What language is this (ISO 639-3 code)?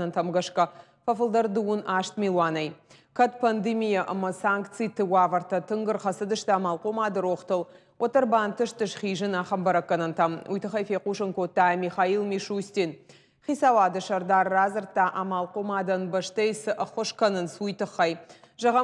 oss